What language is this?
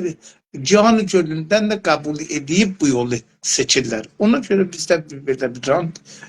South Azerbaijani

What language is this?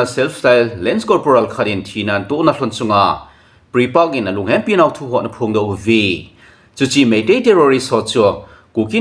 Thado Chin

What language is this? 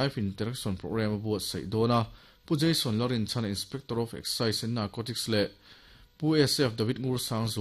Mizo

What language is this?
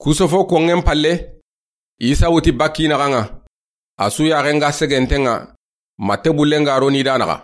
Soninke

